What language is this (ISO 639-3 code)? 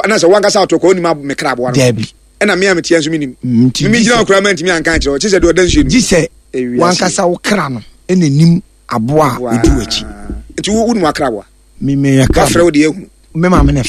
aka